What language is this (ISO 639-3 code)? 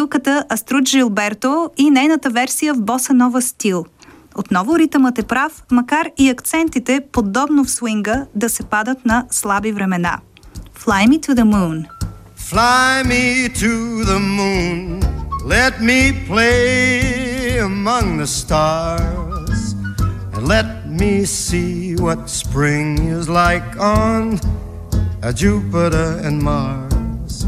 bul